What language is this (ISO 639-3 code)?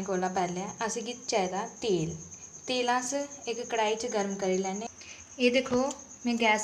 doi